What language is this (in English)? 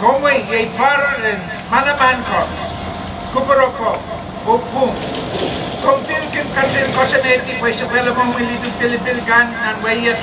Pohnpeian